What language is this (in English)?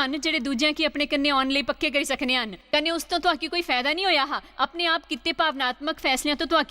Dogri